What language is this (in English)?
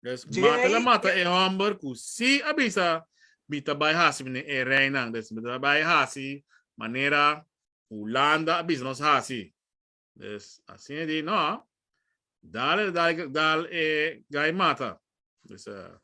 Papiamento